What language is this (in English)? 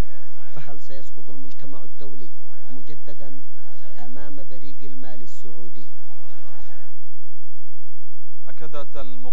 Arabic